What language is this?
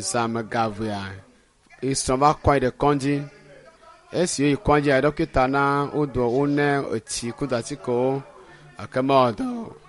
Ewe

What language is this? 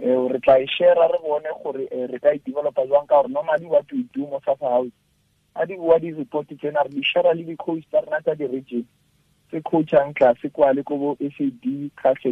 Tswana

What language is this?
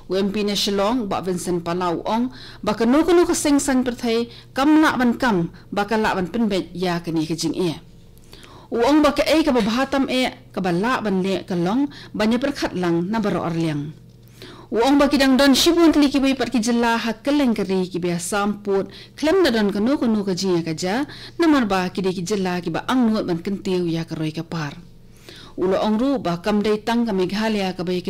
Khasi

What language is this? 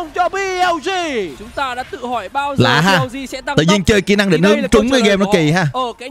Vietnamese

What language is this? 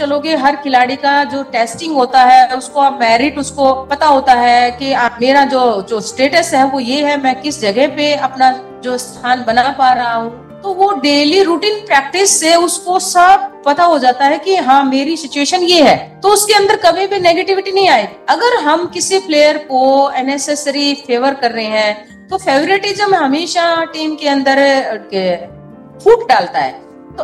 Hindi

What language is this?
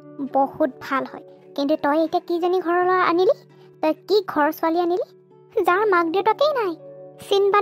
Assamese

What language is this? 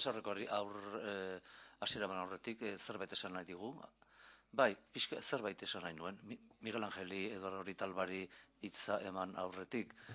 Basque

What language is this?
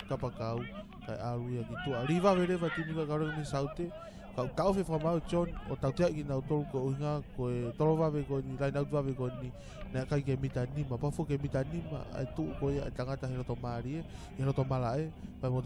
Tongan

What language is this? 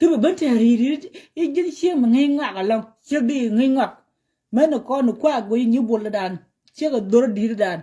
Nuer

